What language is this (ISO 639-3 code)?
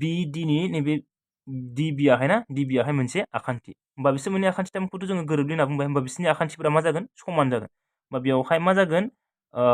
brx